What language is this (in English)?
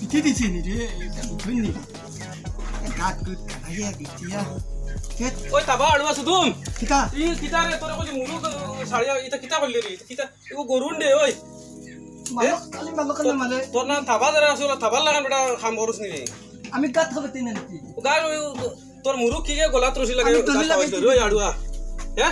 Sylheti